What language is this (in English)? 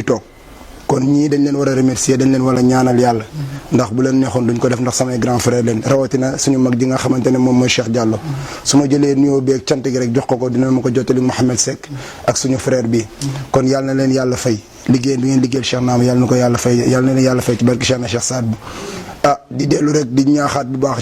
Wolof